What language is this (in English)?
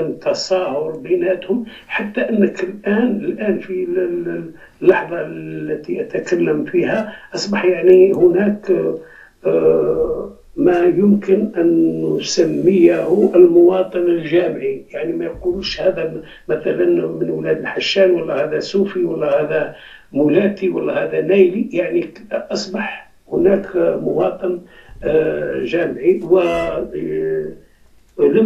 Algerian Arabic